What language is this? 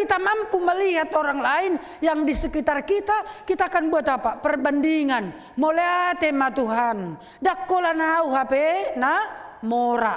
Batak Toba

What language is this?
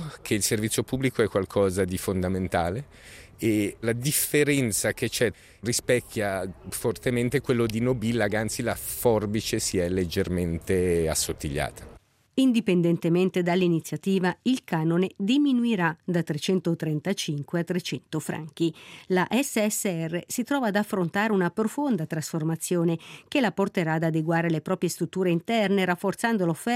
Italian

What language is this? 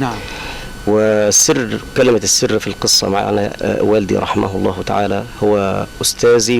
Egyptian Arabic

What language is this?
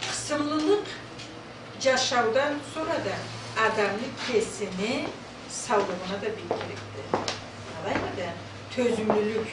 Karachay-Balkar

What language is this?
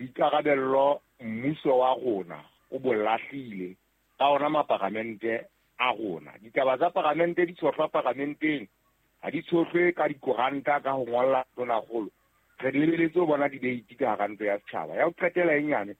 Southern Sotho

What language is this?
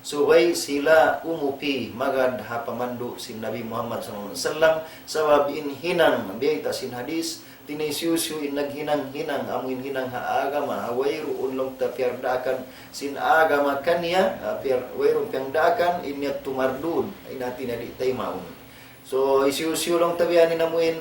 Tausug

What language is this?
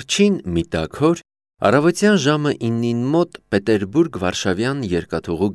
Armenian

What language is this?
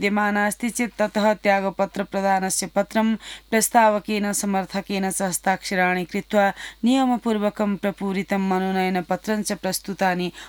Sanskrit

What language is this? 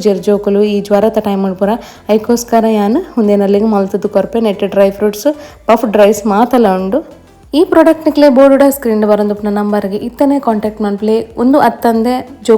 Tulu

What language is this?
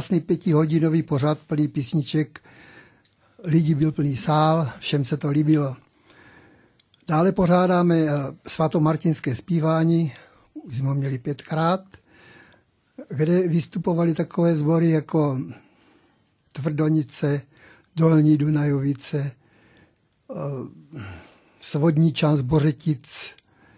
Czech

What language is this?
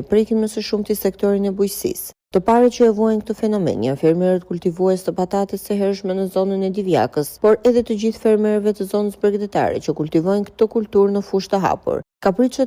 Albanian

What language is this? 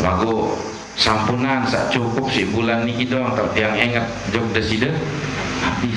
Sasak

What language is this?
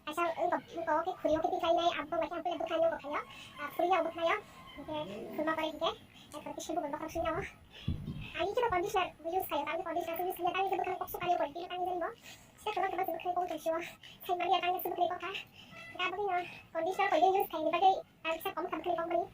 Kok Borok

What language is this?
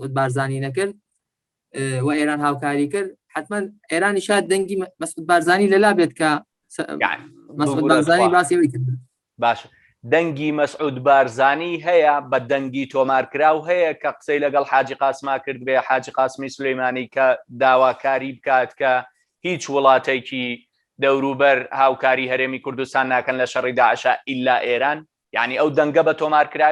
Central Kurdish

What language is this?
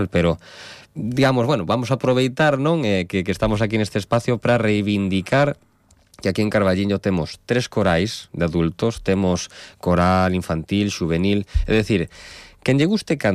Galician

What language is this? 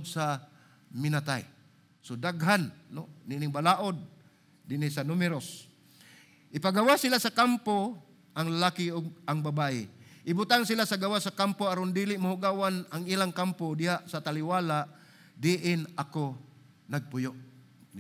Cebuano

